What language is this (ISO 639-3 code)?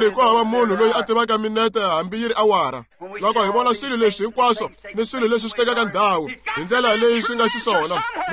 tso